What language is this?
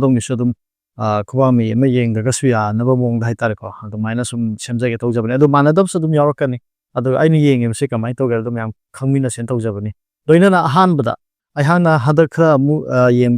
Manipuri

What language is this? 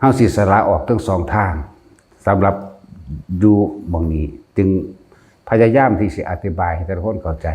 Northeastern Thai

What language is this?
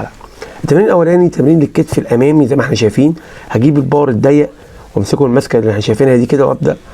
Egyptian Arabic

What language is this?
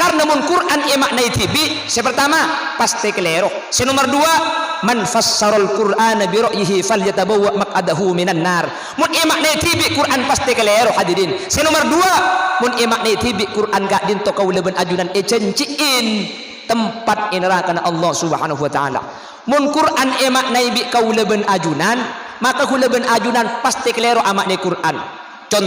Madurese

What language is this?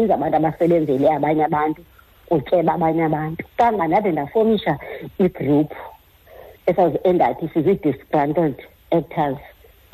Xhosa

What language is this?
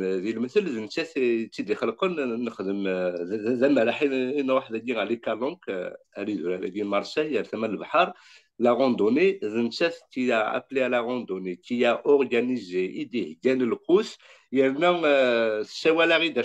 Kabyle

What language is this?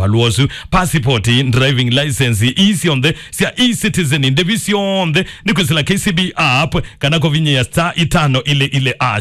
Kamba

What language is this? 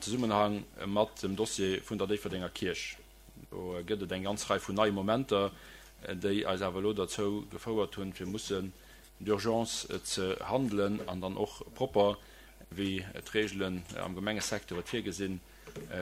Luxembourgish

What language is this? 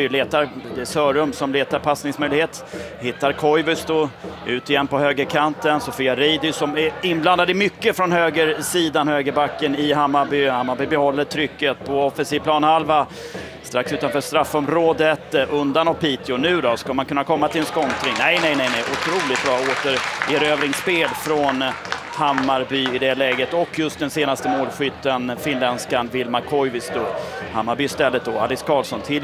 Swedish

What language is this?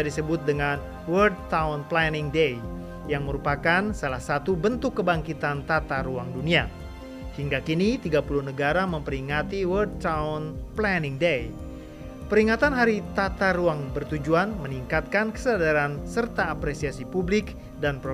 Indonesian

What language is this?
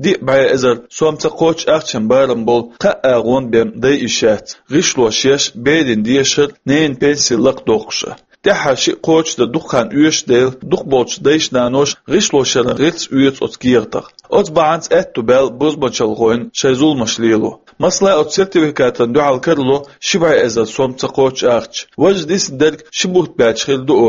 Chechen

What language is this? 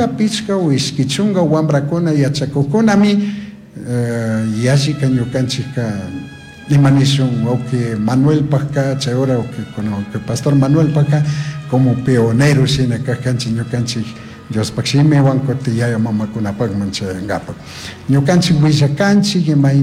Chimborazo Highland Quichua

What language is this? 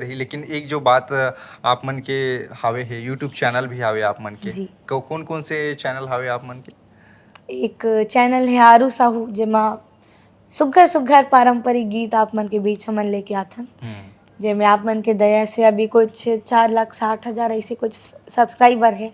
Chhattisgarhi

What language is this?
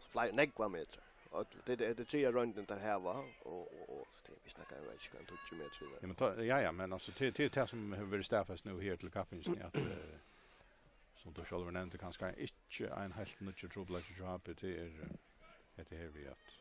Faroese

